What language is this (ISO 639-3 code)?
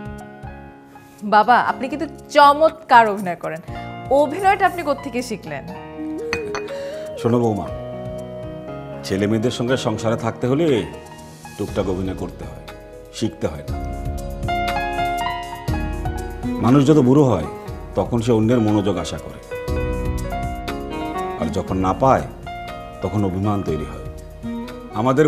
ben